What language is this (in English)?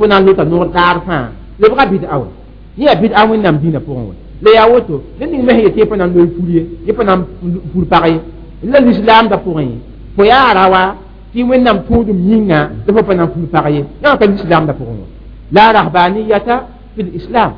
Mossi